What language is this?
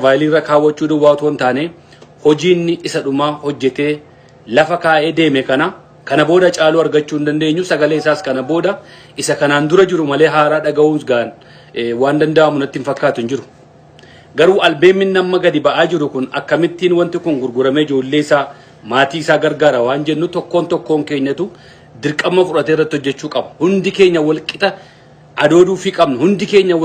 Oromo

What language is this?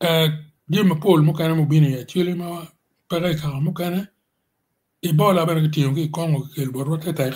Acoli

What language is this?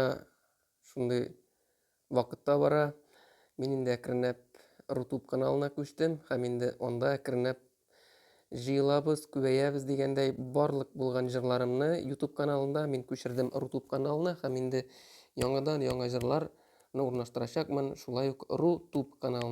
Tatar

